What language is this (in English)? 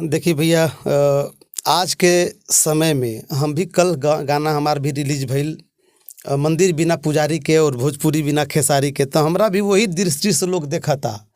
Bhojpuri